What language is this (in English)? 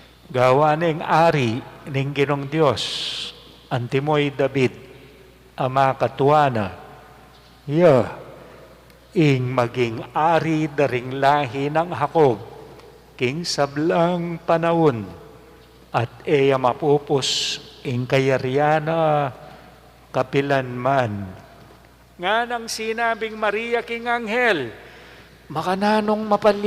Pampanga